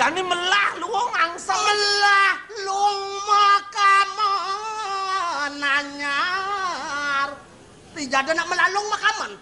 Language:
Balinese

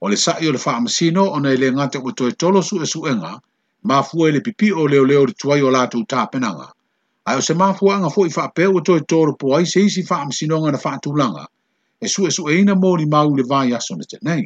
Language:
Samoan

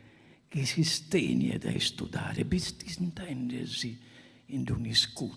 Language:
Sardinian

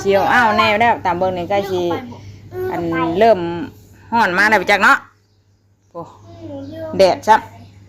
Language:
Northeastern Thai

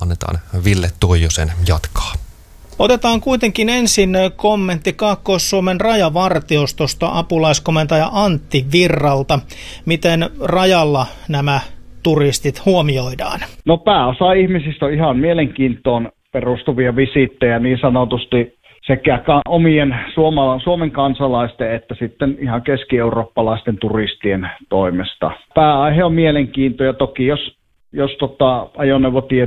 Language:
Finnish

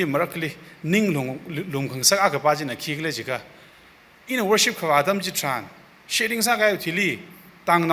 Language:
Tangkhul Naga (India)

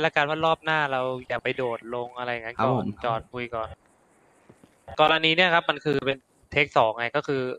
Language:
Thai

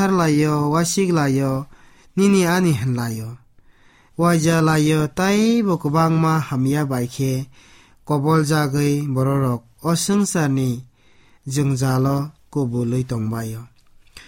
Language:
Kok Borok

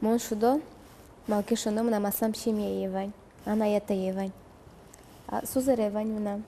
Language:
Udmurt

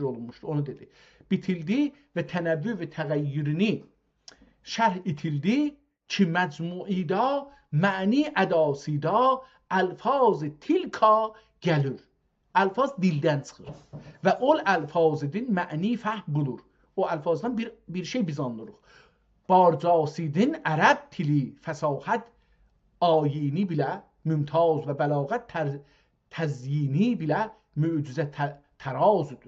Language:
South Azerbaijani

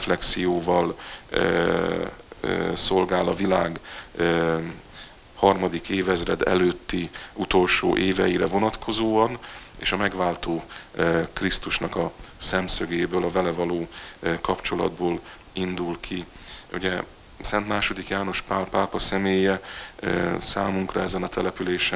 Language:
Hungarian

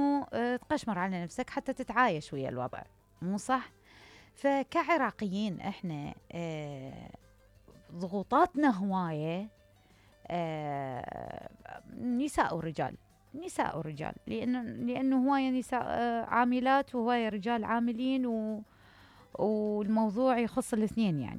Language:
Mesopotamian Arabic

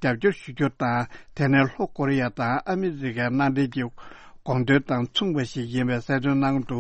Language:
Tibetan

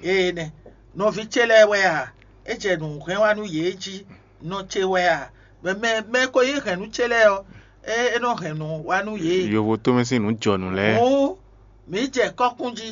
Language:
Fon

